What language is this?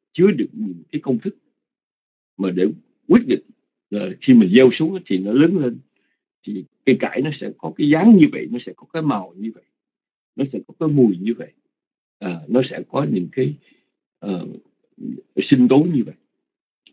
Vietnamese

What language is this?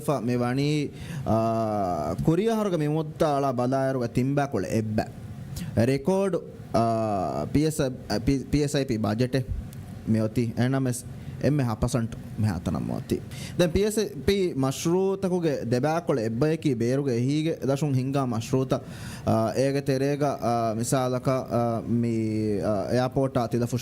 Divehi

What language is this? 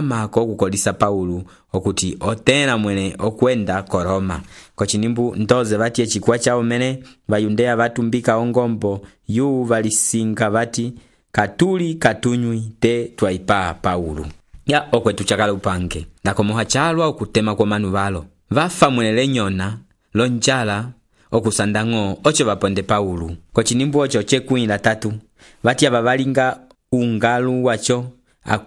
Umbundu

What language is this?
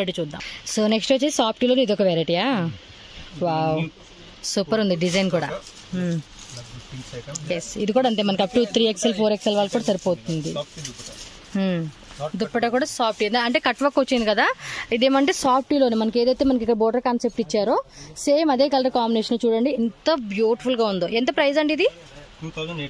Telugu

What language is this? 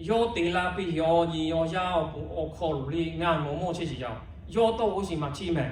Lahu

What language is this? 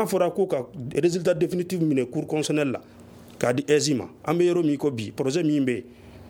Bambara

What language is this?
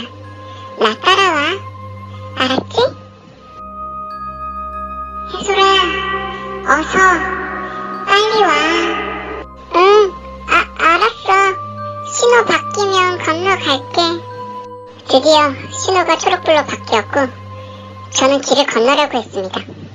Korean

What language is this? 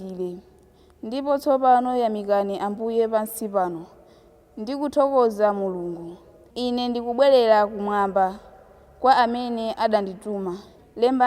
Nyanja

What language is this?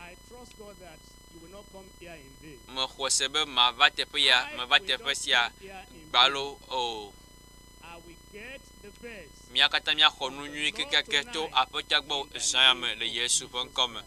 Ewe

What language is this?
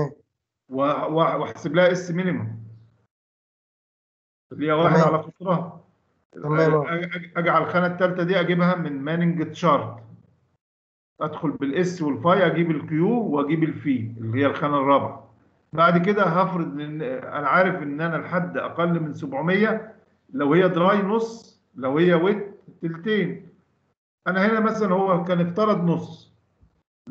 Egyptian Arabic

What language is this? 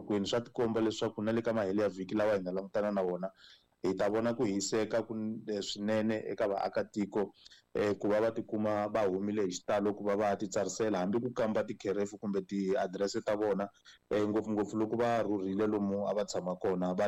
Tsonga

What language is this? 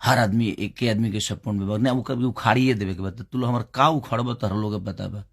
Bhojpuri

